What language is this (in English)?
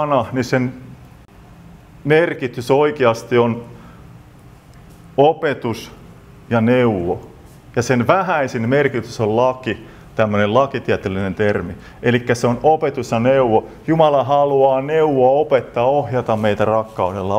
Finnish